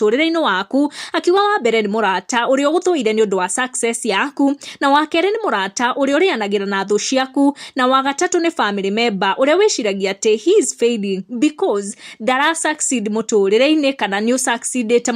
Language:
Kikuyu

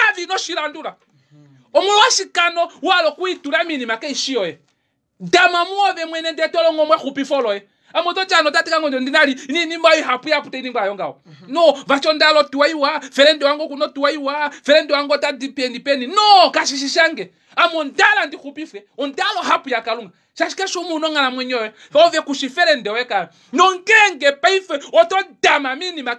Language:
Kuanyama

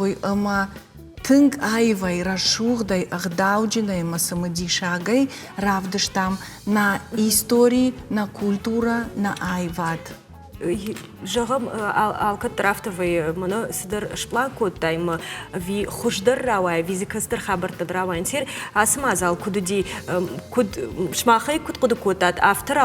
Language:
Ossetic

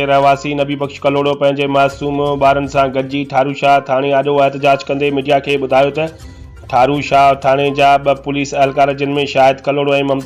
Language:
Sindhi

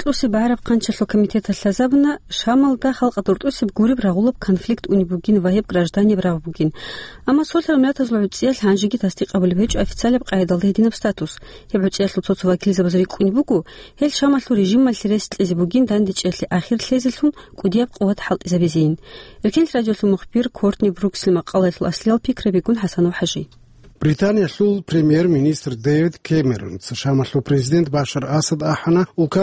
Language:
Avaric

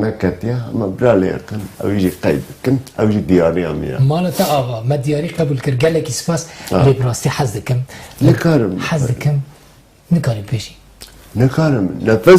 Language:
Kurdish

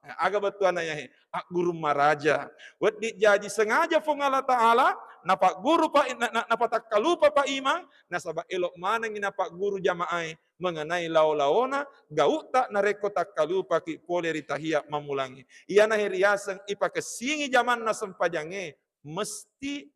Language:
Buginese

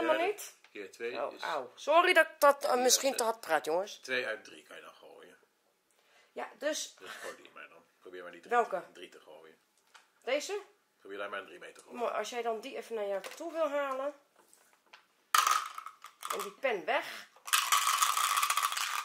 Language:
Dutch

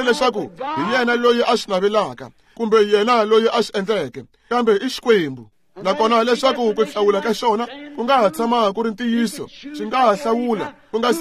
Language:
Tsonga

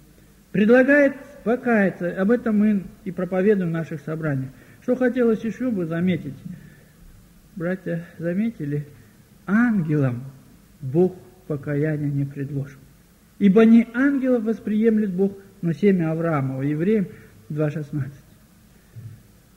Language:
Russian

